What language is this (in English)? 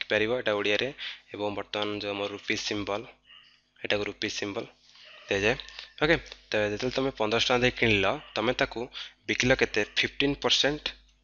Odia